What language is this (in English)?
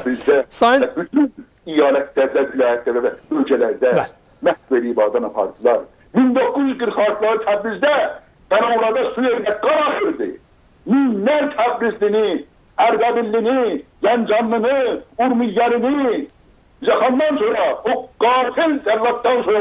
South Azerbaijani